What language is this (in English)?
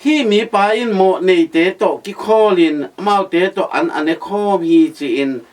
Tedim Chin